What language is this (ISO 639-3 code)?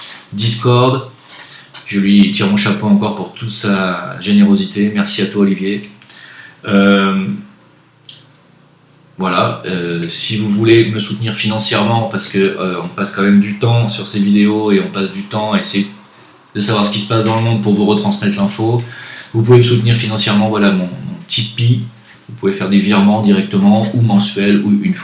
fra